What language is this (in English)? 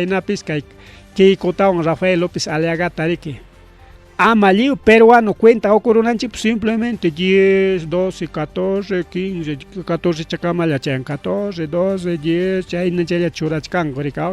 Ayacucho Quechua